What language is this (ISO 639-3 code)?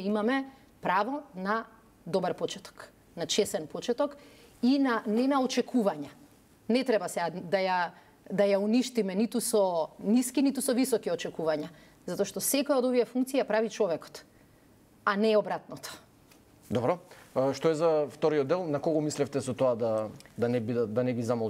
mkd